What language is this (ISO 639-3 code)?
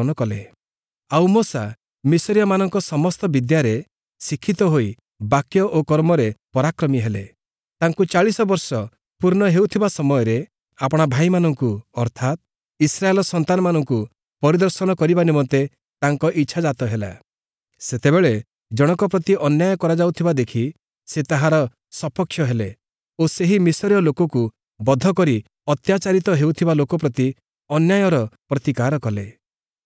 ori